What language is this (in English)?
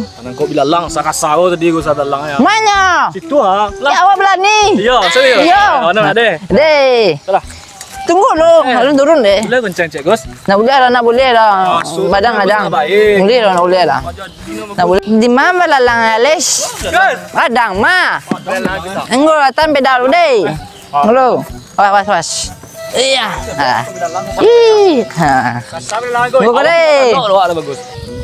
Minangkabau